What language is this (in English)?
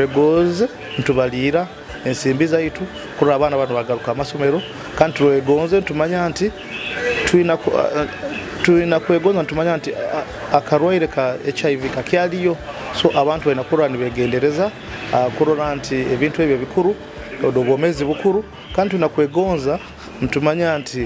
Nyoro